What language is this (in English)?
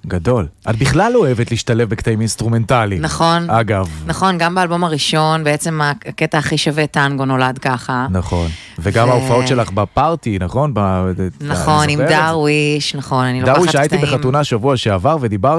Hebrew